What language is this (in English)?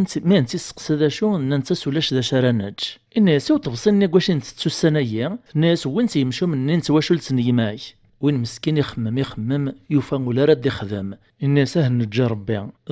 Kabyle